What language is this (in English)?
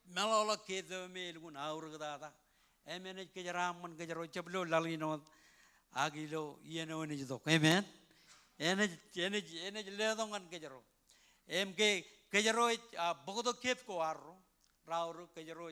Marshallese